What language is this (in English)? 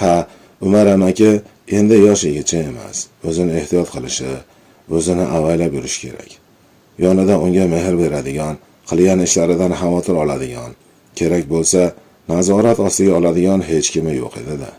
Uzbek